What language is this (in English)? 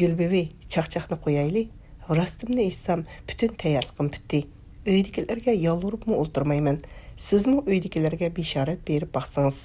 Uyghur